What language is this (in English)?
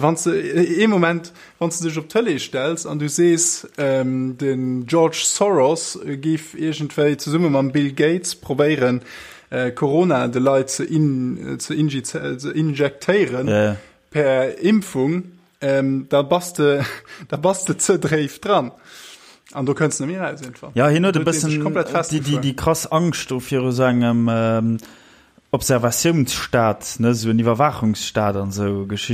Luxembourgish